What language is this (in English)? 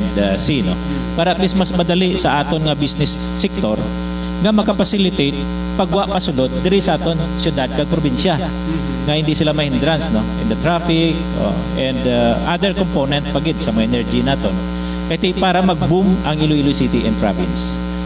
Hiligaynon